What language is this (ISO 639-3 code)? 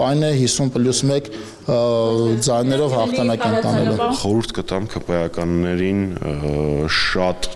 hye